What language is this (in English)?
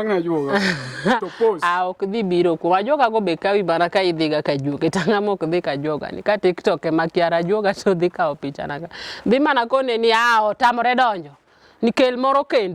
Luo (Kenya and Tanzania)